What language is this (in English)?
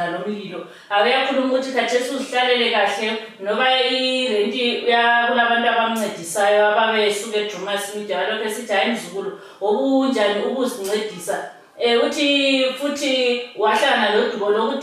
Shona